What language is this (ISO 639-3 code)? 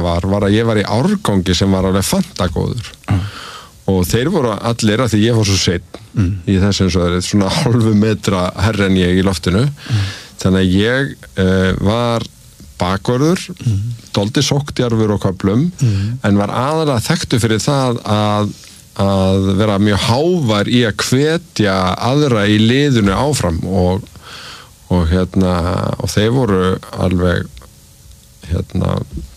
isl